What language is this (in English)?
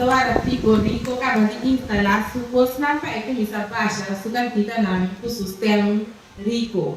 Papiamento